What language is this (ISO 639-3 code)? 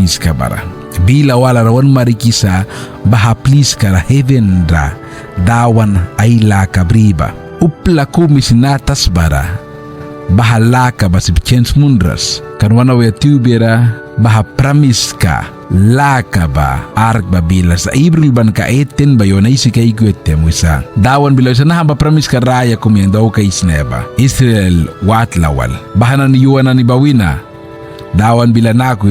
miq